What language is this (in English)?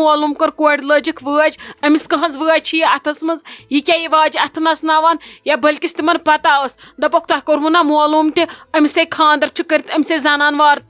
Kashmiri